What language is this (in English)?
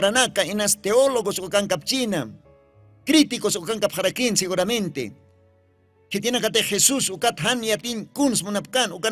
Aymara